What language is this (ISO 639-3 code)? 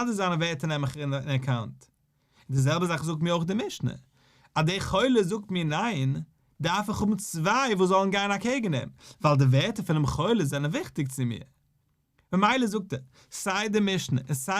yid